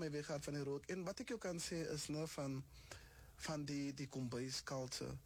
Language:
Afrikaans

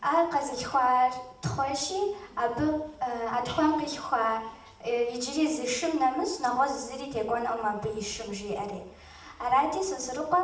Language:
Kabardian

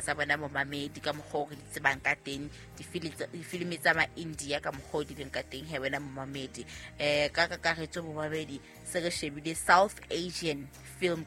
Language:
Southern Sotho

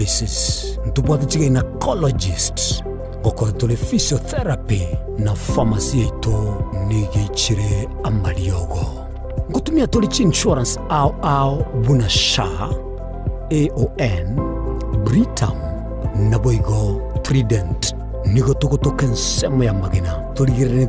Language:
Gusii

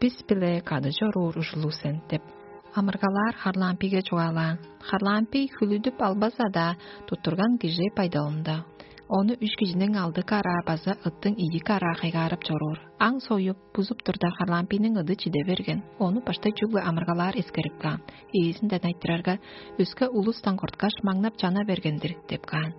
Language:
Tuvinian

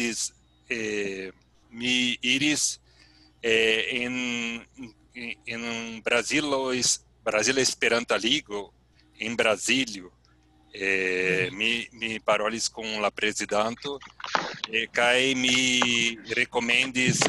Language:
Esperanto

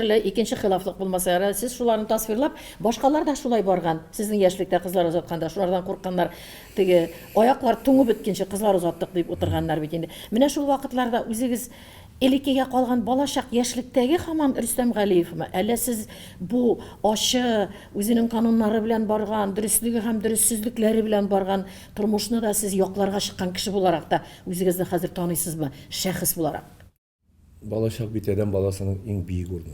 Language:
Tatar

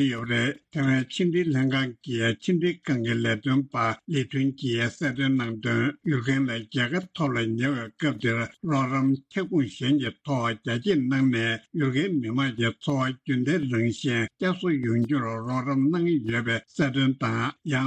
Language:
Tibetan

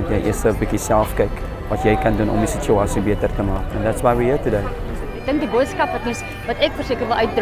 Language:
Afrikaans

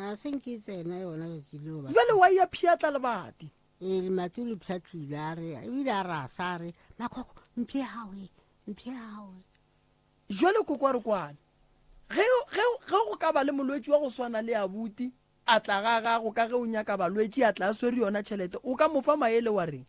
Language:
Northern Sotho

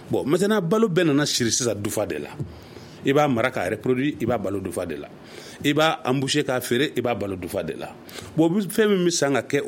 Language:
Bambara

